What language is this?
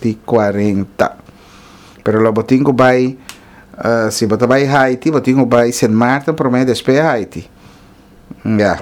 Papiamento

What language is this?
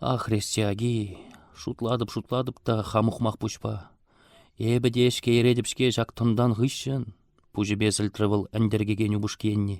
Chuvash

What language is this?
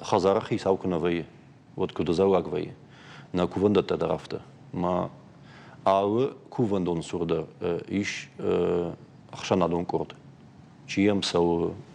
Ossetic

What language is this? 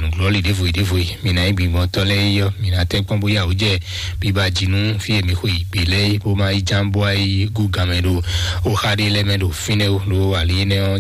Fon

